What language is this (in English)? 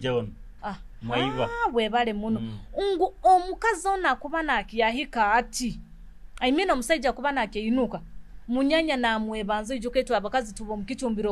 Nyoro